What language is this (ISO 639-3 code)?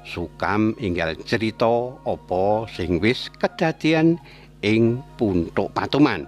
jav